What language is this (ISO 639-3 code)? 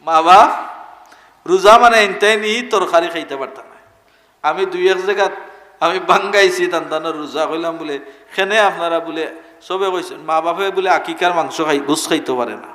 syl